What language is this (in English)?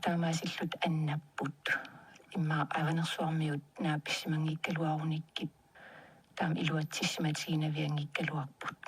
Kalaallisut